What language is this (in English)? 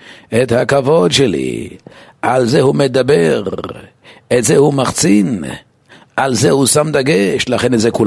Hebrew